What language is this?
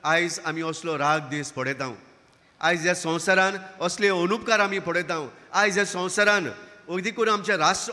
Konkani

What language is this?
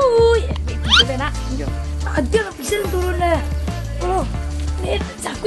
Minangkabau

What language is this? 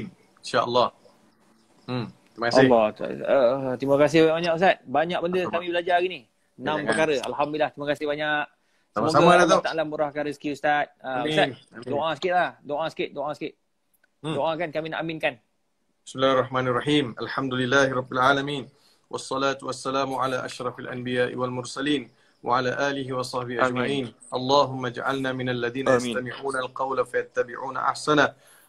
Malay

